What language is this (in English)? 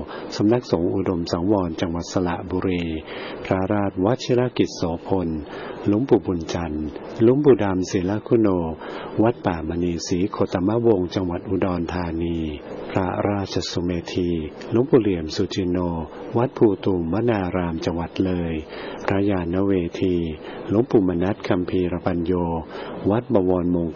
Thai